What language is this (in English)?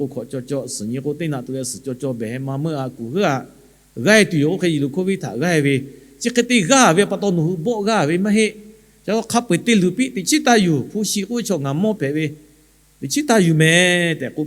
Lahu